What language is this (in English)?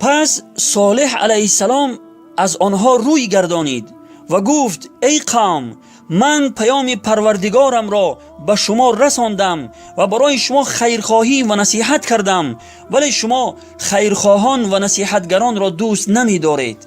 Tajik